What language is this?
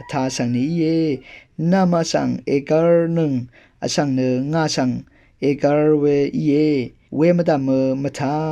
Rawang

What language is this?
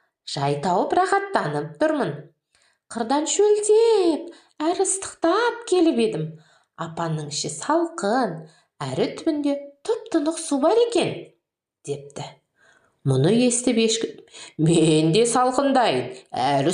Kazakh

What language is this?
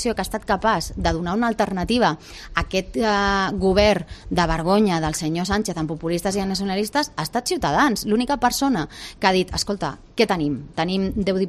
Catalan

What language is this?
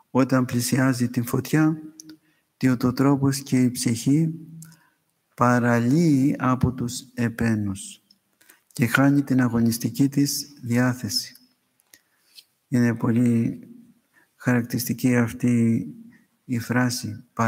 Greek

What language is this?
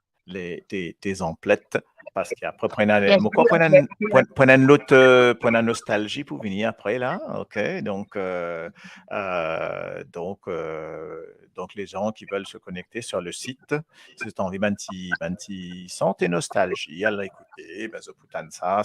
Morisyen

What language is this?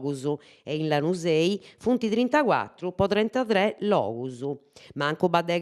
Sardinian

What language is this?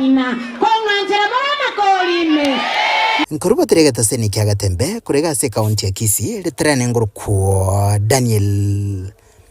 Gusii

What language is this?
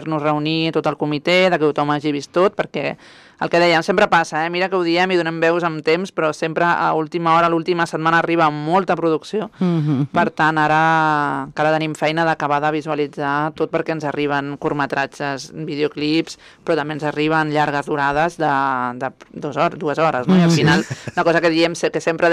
Catalan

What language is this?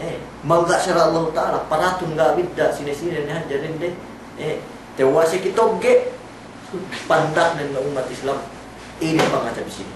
Yakan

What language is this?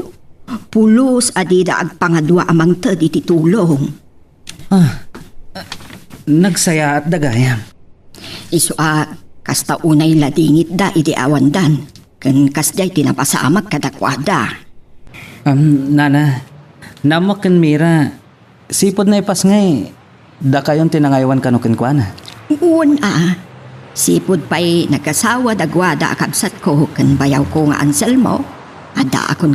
Iloko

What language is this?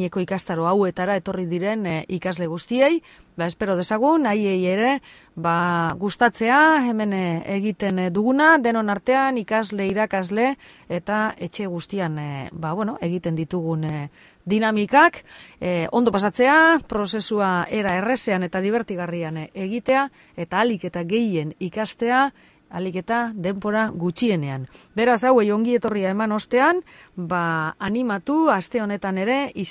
Basque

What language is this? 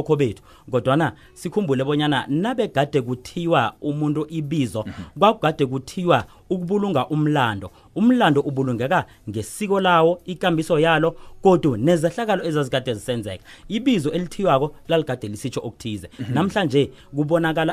South Ndebele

